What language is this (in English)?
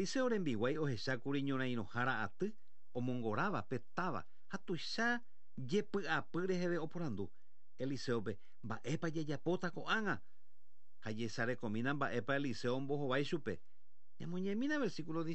Guarani